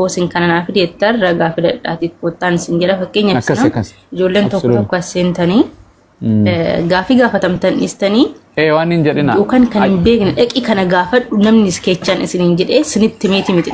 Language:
Oromo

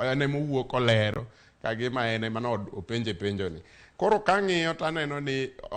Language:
Luo (Kenya and Tanzania)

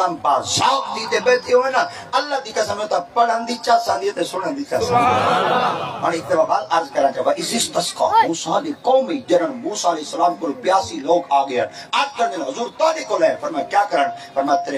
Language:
Saraiki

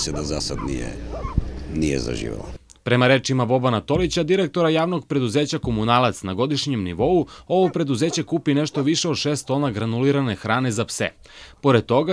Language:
Serbian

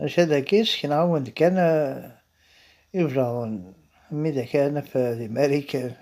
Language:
Kabyle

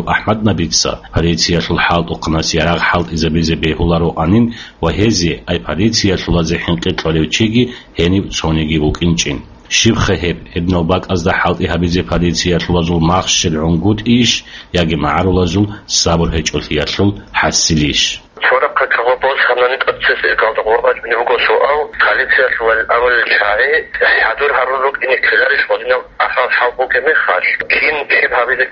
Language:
Avaric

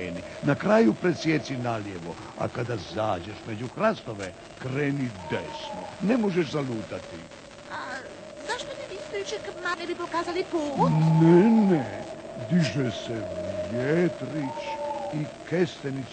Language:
Croatian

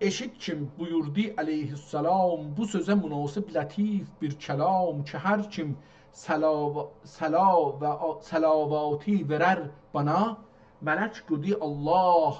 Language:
South Azerbaijani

